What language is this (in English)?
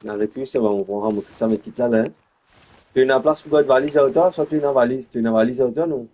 Morisyen